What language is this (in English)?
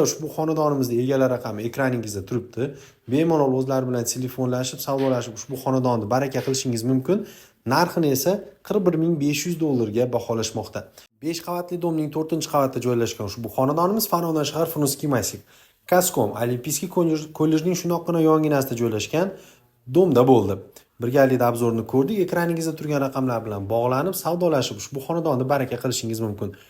Uzbek